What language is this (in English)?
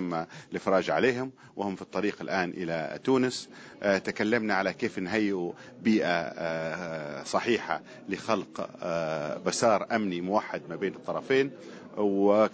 Tunisian Arabic